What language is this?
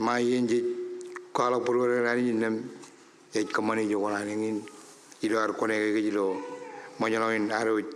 Marshallese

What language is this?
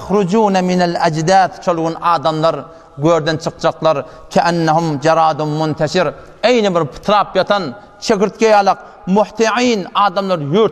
Turkmen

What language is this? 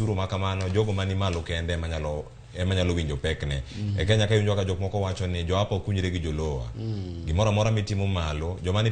Luo (Kenya and Tanzania)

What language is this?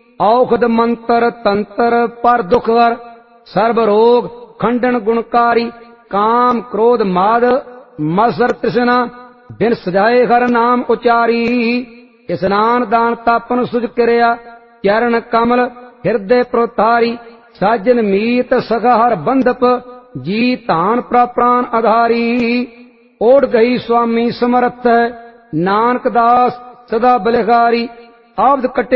Punjabi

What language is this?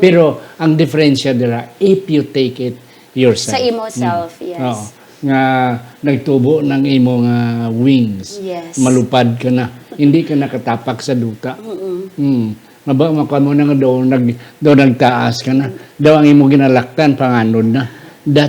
Hiligaynon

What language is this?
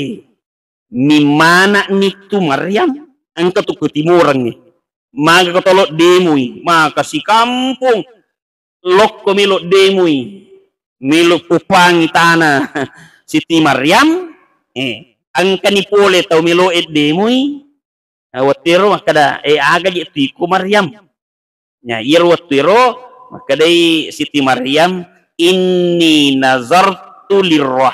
Buginese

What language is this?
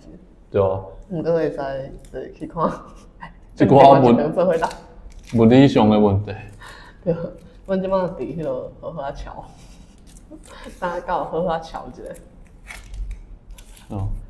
Min Nan Chinese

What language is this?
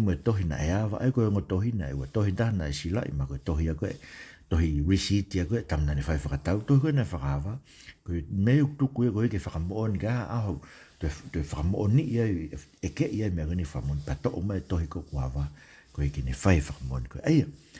Tongan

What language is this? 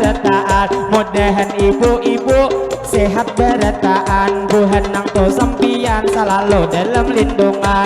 Banjar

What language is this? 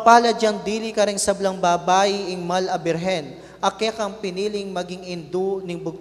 Pampanga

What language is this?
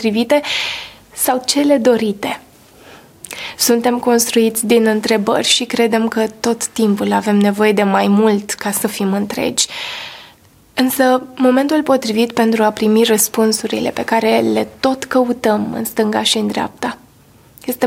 Romanian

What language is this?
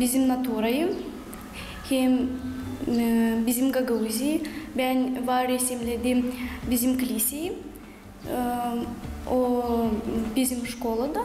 Gagauz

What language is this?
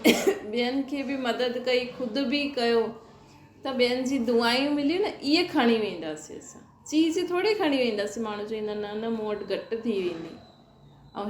Sindhi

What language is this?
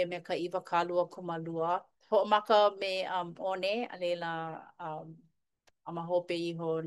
Hawaiian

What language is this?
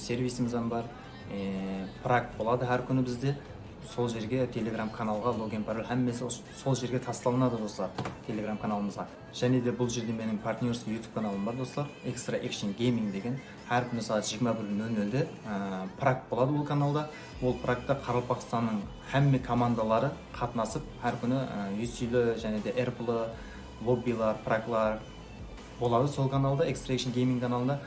Kara-Kalpak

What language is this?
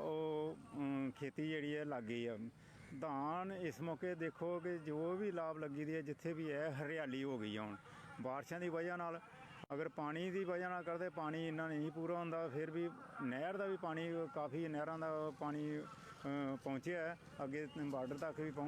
Dogri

